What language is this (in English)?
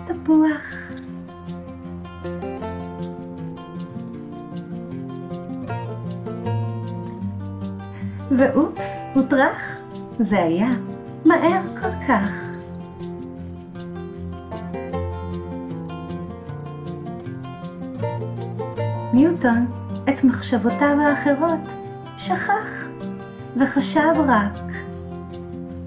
Hebrew